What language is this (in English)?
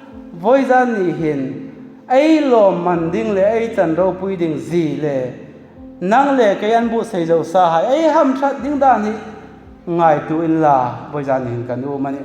Hmar